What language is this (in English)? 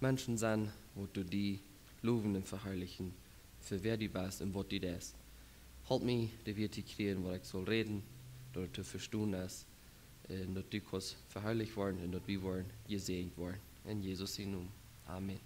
Plautdietsch